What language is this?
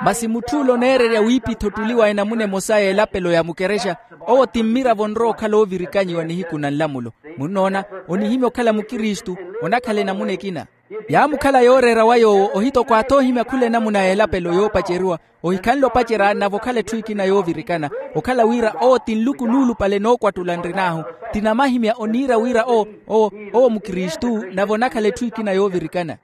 Makhuwa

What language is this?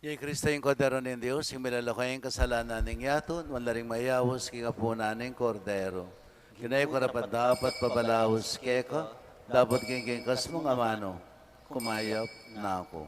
Pampanga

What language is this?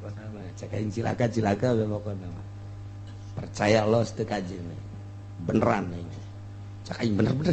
Sundanese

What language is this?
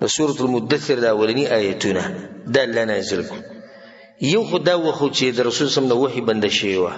Pashto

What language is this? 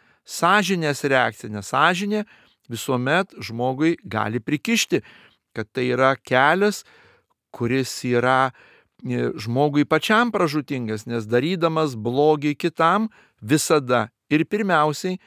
Lithuanian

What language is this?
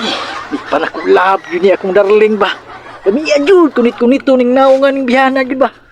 Cebuano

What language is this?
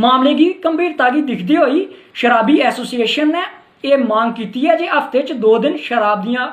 Dogri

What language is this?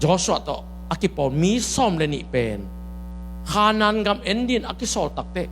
Tedim Chin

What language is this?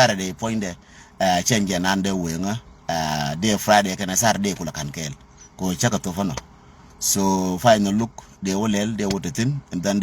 Nuer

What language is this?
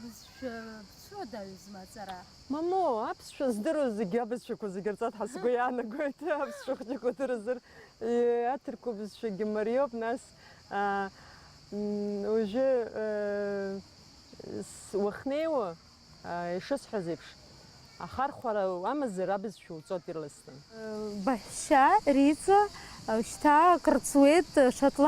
Abkhazian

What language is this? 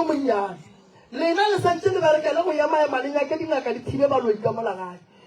Northern Sotho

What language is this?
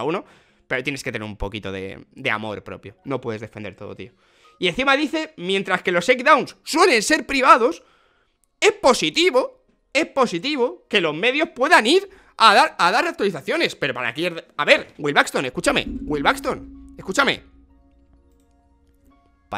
Spanish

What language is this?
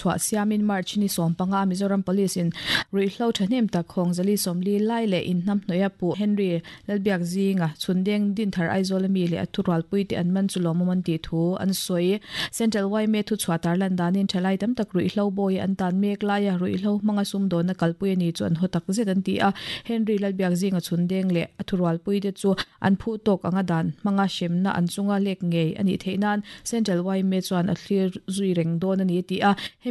Mizo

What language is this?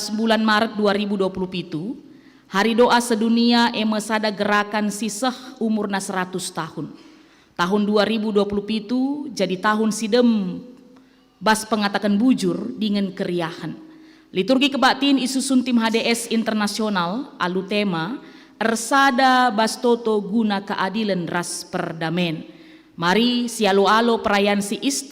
Batak Karo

